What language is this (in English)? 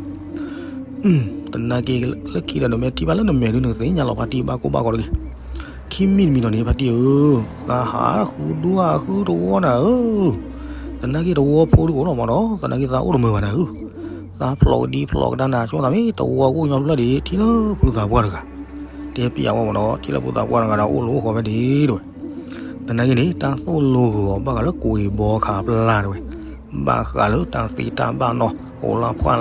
S'gaw Karen